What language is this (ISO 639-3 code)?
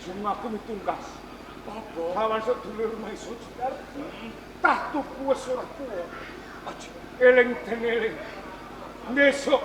jav